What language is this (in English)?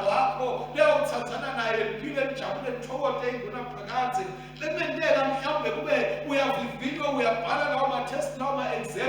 Swati